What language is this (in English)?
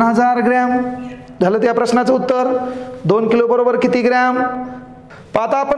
Marathi